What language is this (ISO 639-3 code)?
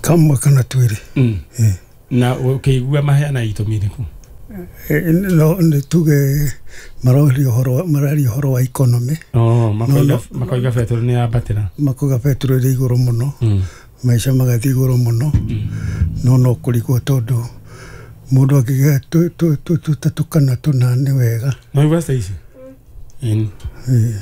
kik